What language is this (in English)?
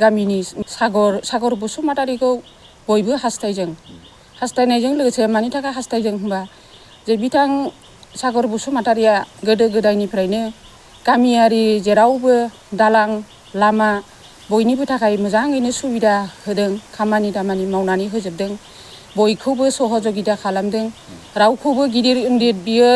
Bodo